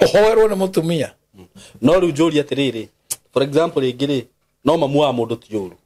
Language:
Kikuyu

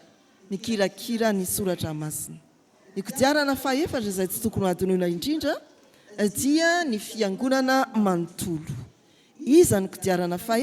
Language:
Malagasy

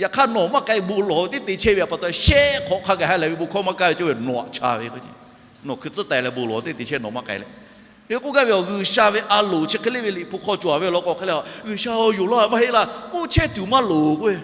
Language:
Lahu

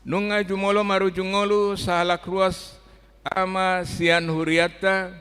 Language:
Batak Toba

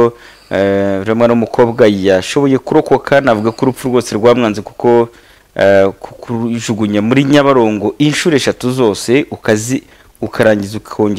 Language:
Kinyarwanda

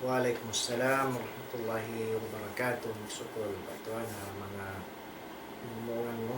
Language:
Tausug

